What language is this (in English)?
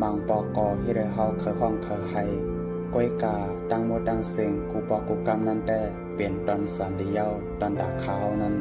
Shan